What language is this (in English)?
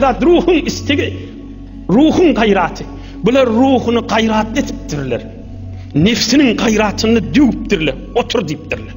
Turkmen